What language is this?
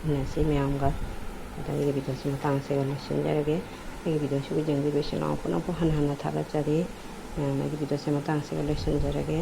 Manipuri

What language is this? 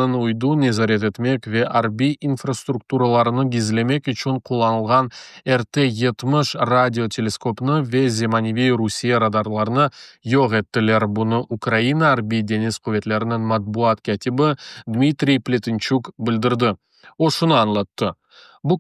Crimean Tatar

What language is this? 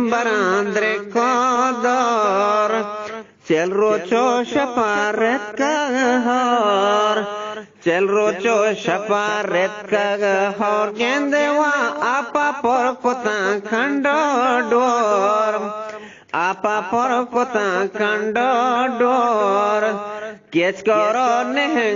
Eastern Balochi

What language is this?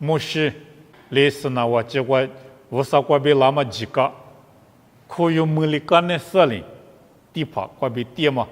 Lisu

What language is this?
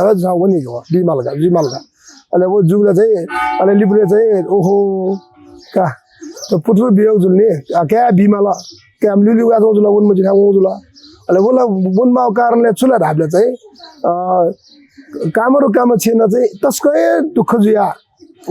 Newari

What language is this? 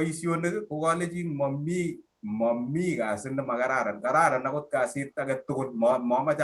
Kalenjin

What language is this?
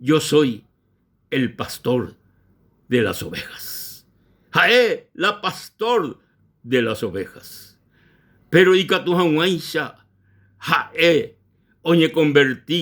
Guarani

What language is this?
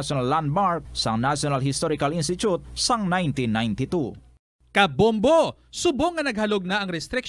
Hiligaynon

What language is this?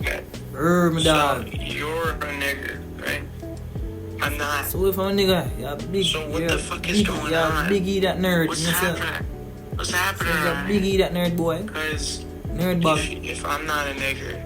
Jamaican Creole English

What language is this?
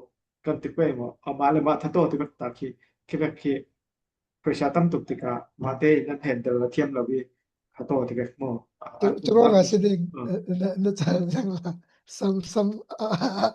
Falam Chin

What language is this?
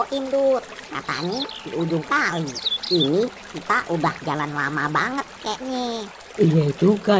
Betawi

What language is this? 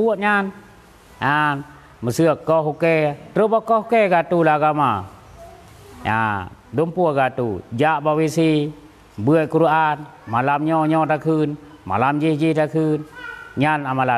Achinese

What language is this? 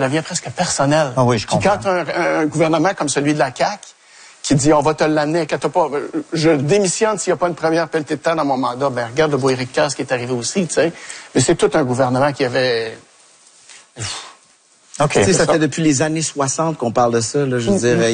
French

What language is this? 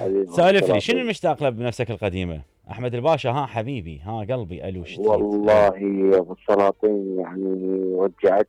Mesopotamian Arabic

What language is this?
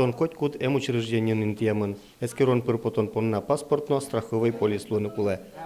Udmurt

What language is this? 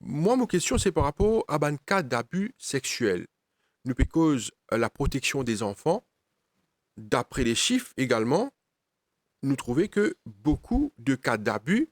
Morisyen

